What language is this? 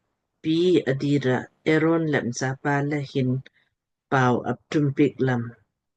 Lamkang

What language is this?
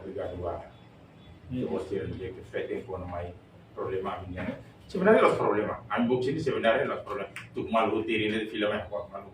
Tetum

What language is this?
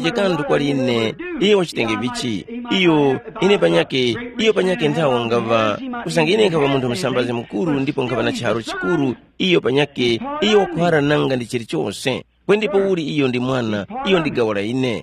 Tumbuka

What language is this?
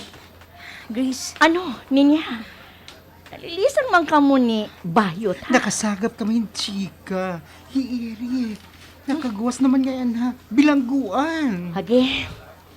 Waray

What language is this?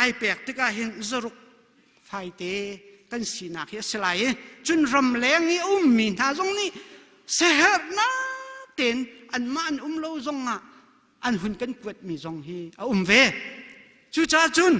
Hakha Chin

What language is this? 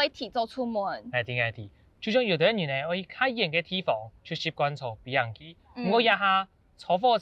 Hakka Chinese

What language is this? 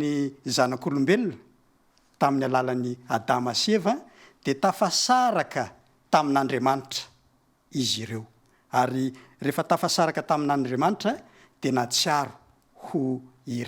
Malagasy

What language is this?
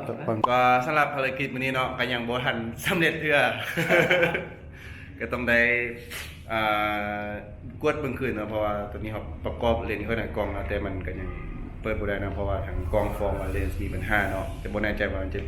Lao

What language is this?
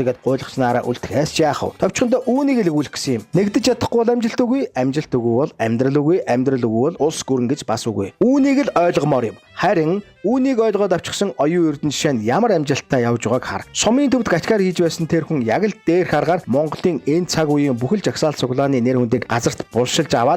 Mongolian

